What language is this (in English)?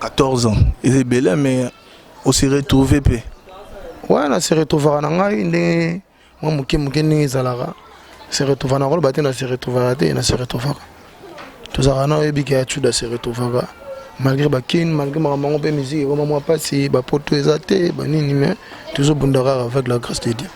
Lingala